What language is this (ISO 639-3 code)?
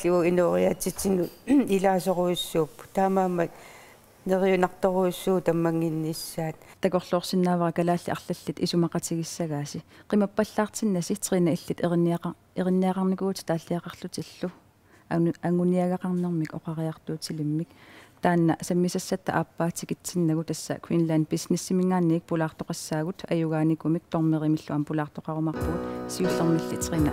kal